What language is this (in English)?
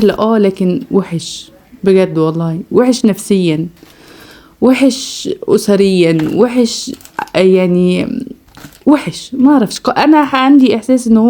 Egyptian Arabic